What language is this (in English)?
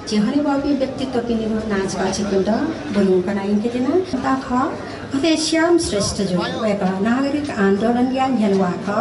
Newari